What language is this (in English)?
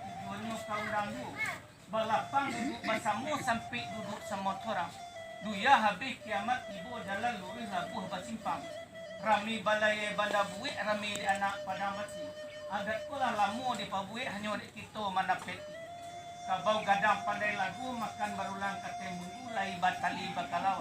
Minangkabau